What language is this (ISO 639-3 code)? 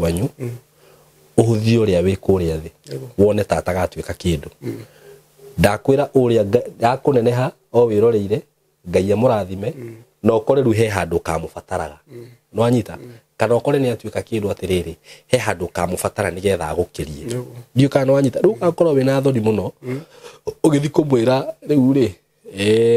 kik